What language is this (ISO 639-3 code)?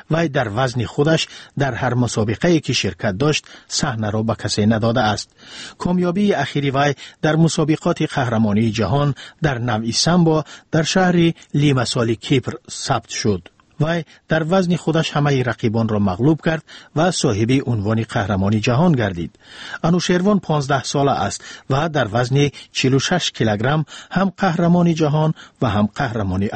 tgk